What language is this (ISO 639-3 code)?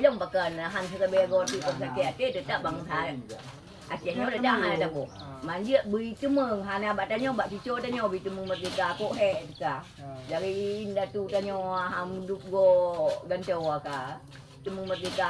ace